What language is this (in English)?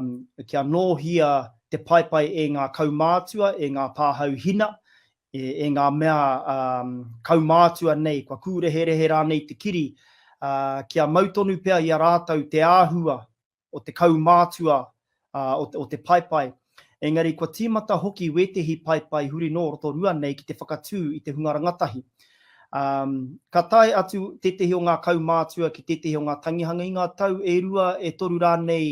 Māori